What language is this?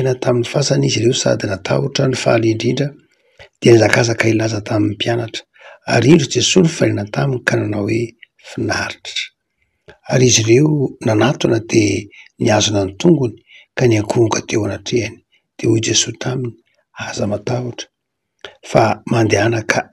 Malagasy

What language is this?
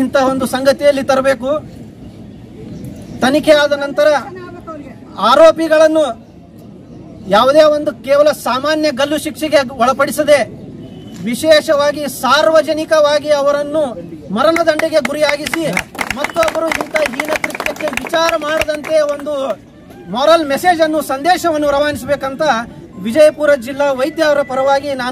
Kannada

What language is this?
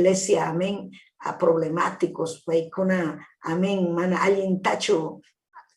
Ayacucho Quechua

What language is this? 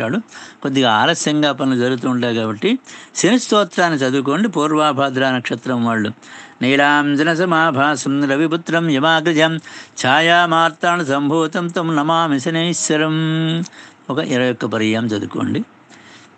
Telugu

